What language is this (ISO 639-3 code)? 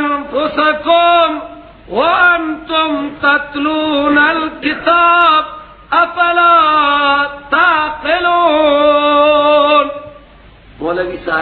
fas